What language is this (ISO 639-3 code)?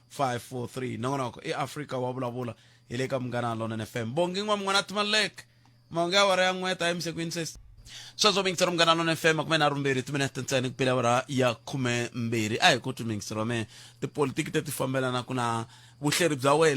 tso